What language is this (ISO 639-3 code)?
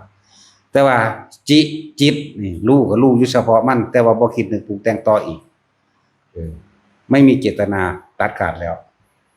tts